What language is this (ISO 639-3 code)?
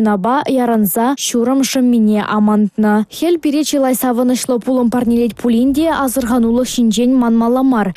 chv